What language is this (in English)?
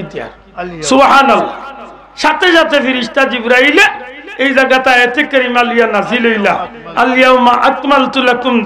Sylheti